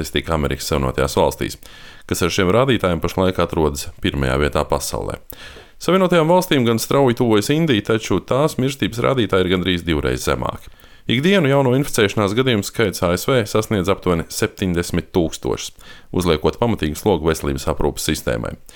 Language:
Latvian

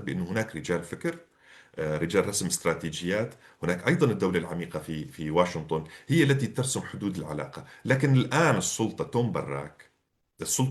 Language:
North Levantine Arabic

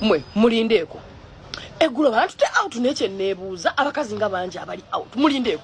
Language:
Ganda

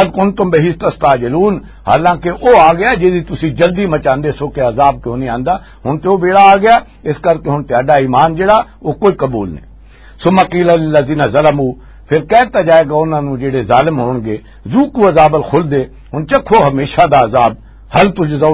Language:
Western Panjabi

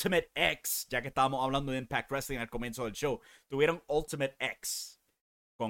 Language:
Spanish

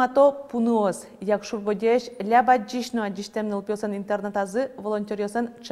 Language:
Udmurt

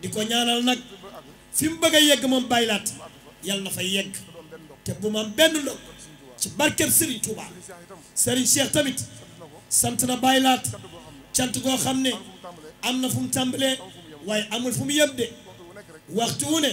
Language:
Wolof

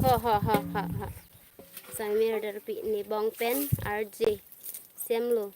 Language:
Karbi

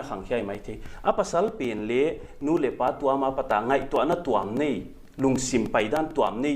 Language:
Paite Chin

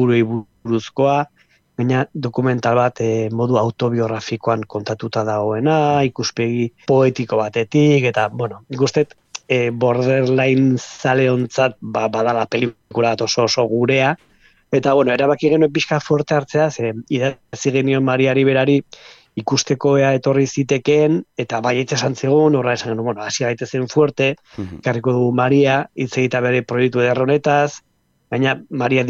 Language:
Basque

